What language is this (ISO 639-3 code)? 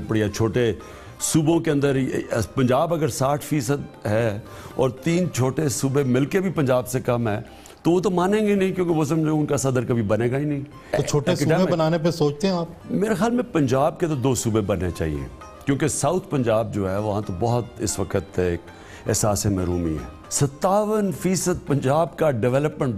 urd